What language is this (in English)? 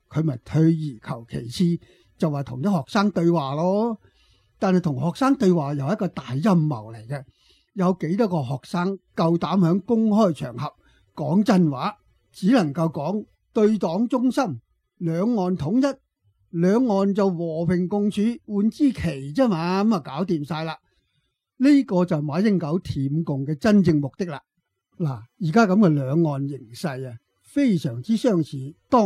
Cantonese